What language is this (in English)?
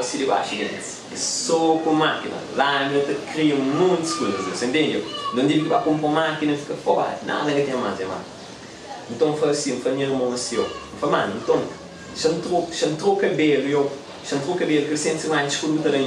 Kabuverdianu